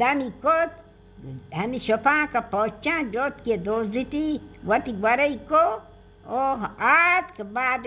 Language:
Baluchi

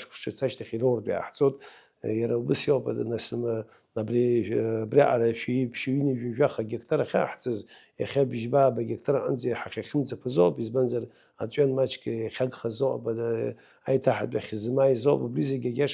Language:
Abkhazian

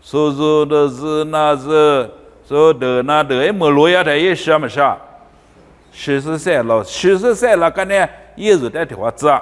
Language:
Lisu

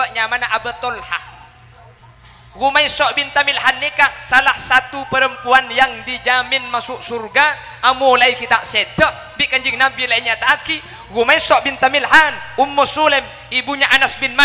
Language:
Madurese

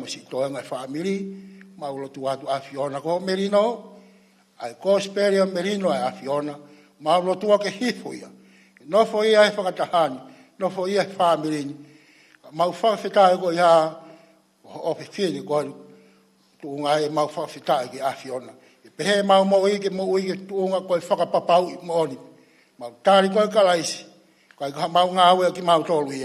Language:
Tongan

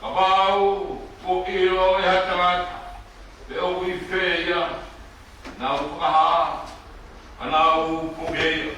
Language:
Tongan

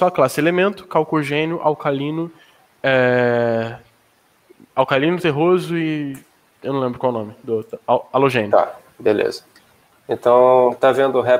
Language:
Portuguese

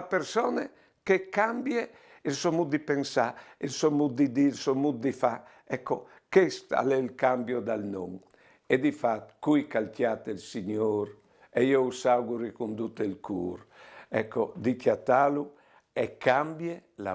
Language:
Friulian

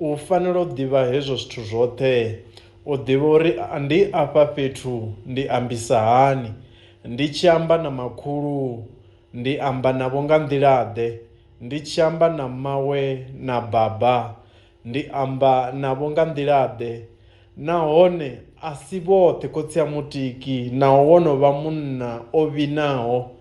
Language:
Venda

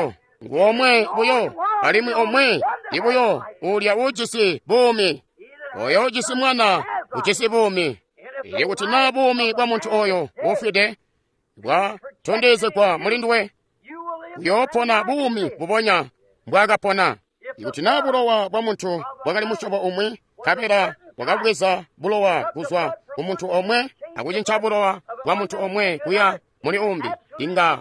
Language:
Tonga (Zambia)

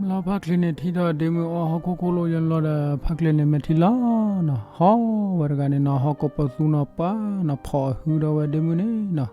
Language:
S'gaw Karen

